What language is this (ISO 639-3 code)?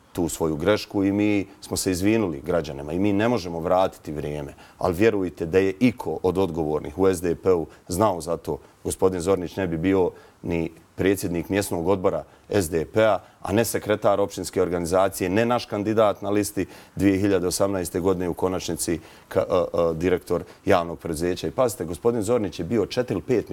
bos